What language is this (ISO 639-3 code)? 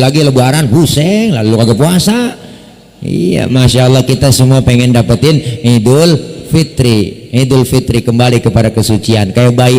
bew